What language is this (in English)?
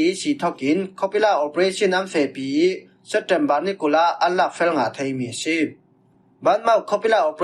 Falam Chin